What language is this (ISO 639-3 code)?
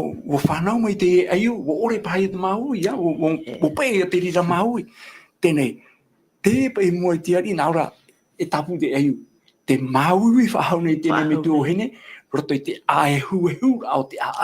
tah